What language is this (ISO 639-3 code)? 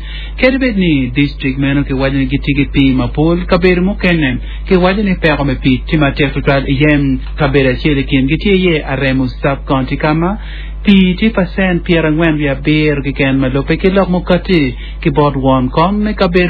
ach